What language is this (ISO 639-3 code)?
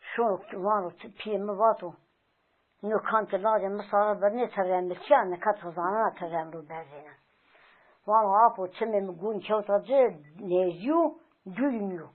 zza